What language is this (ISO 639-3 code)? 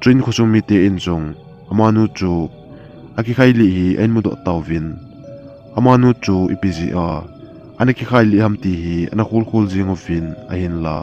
tcz